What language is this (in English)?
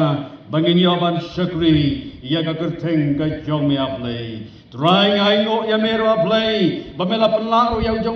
Khasi